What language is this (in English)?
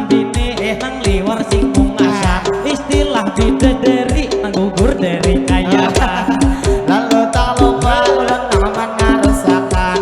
Banjar